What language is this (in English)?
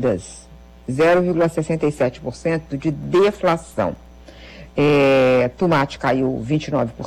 Portuguese